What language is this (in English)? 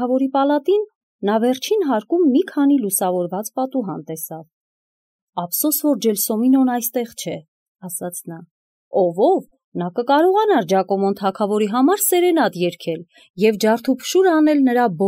Armenian